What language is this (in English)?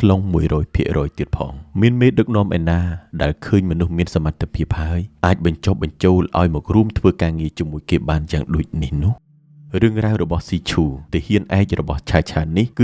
Khmer